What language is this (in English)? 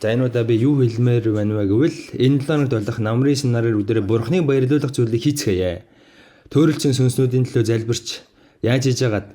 Mongolian